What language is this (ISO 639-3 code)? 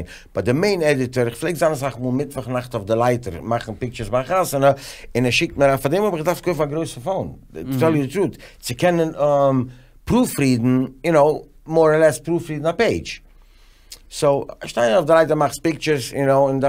yid